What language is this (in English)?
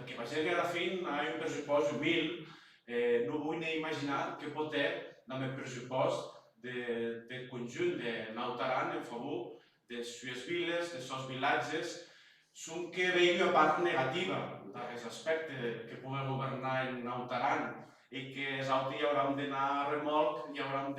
Occitan